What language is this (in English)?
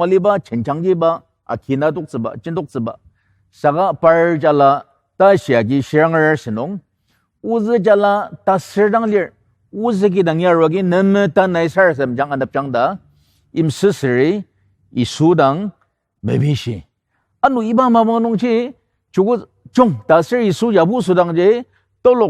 Ao Naga